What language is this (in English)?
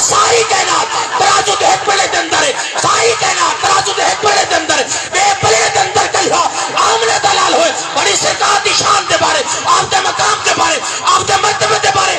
Saraiki